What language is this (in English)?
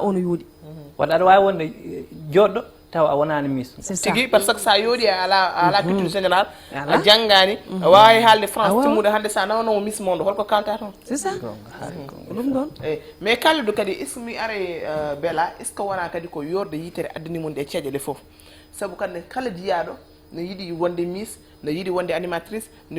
Fula